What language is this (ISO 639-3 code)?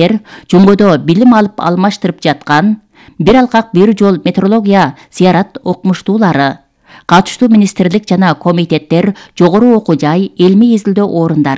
kir